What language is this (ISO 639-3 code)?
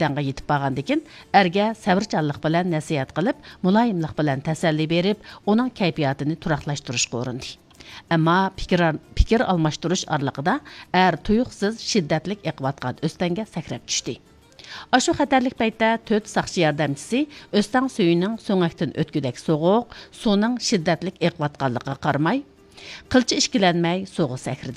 uig